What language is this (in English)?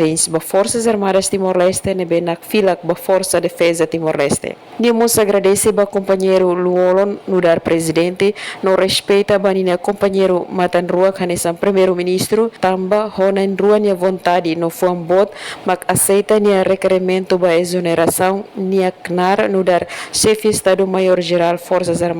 Tetum